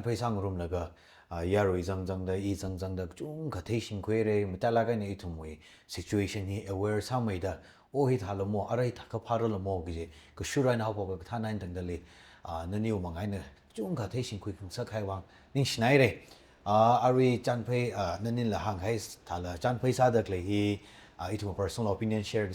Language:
Tangkhul Naga (India)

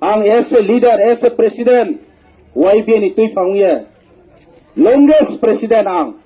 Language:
Riang (India)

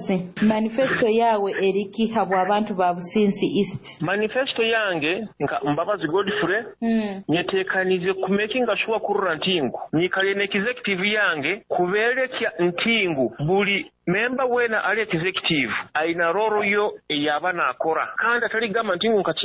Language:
Nyoro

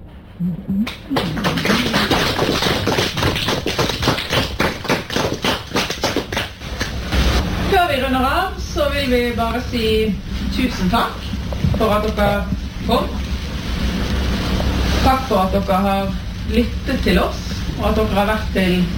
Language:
Norwegian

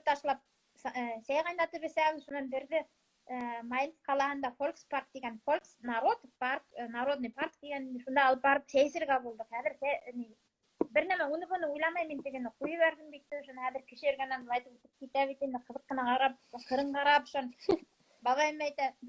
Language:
Bashkir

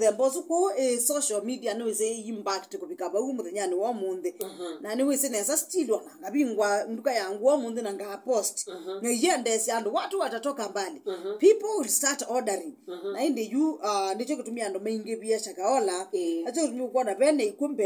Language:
Kamba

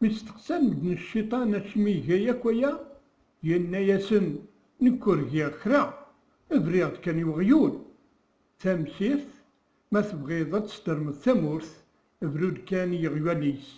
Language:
Kabyle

